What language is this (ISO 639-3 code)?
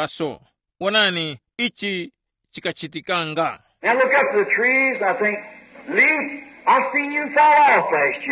tum